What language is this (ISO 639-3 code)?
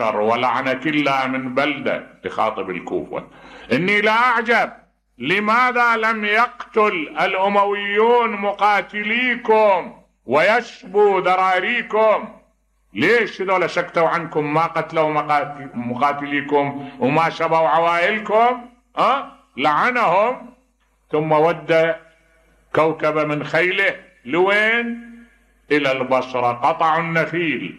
acm